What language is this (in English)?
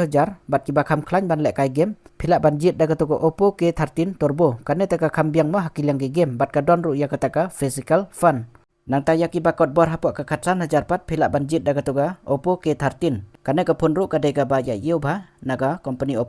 Khasi